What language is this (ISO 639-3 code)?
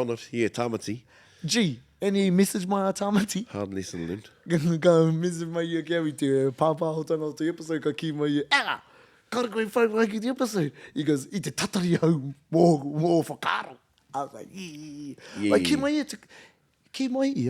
mri